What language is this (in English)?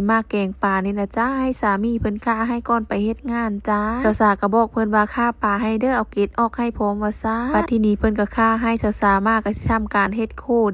Northeastern Thai